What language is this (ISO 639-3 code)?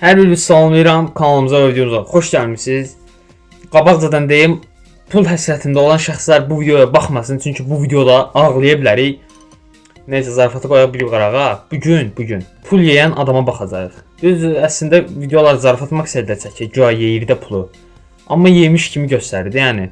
aze